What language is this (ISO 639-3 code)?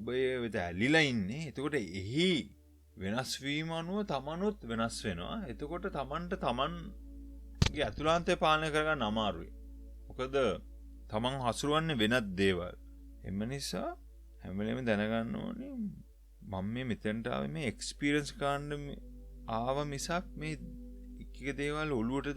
sin